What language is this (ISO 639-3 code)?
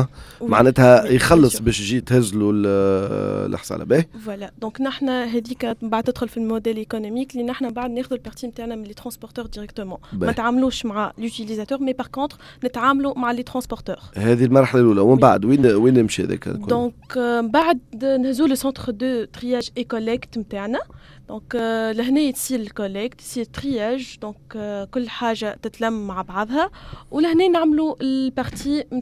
aeb